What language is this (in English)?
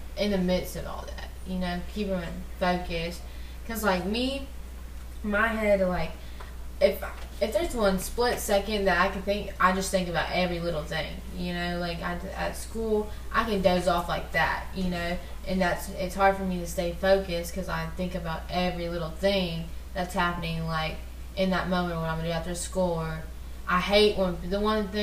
English